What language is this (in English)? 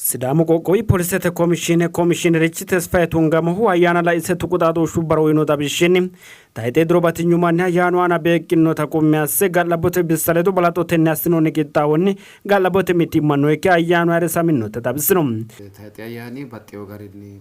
Sidamo